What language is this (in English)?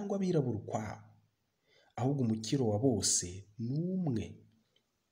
Kinyarwanda